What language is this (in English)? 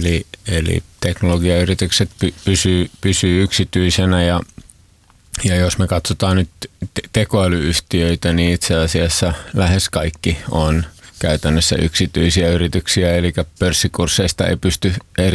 Finnish